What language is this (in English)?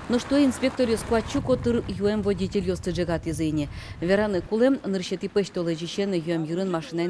Udmurt